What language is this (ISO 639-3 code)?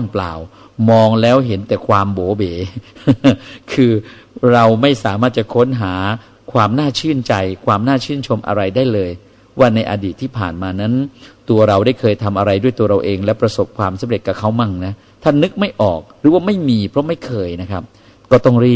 tha